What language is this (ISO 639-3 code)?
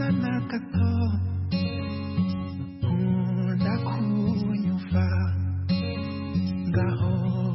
kin